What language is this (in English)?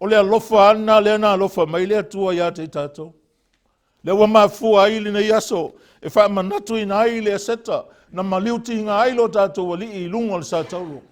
Samoan